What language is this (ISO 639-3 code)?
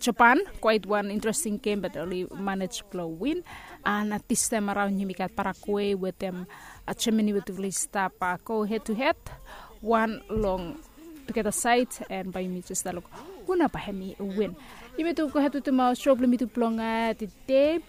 bis